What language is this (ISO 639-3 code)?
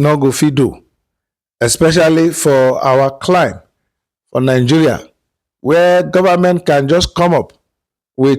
pcm